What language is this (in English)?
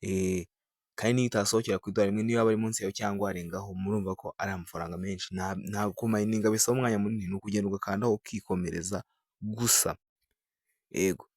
Kinyarwanda